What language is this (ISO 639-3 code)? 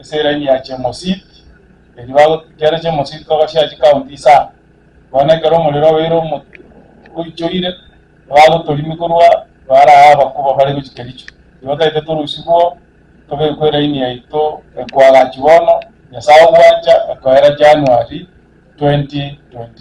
guz